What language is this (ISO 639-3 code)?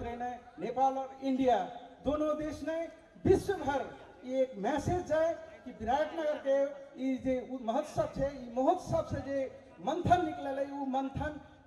mai